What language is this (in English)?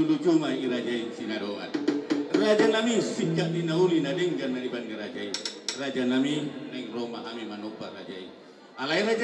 Batak Toba